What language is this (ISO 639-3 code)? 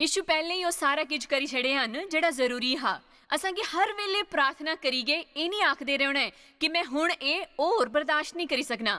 doi